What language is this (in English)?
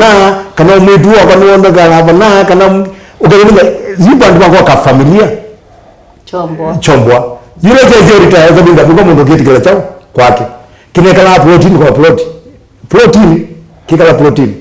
Kamba